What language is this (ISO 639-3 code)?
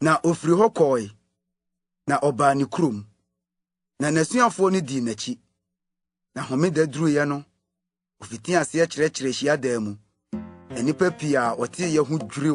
aka